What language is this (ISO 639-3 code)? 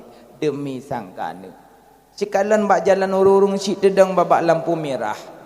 ace